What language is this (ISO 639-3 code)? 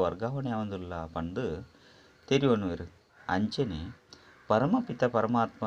tcy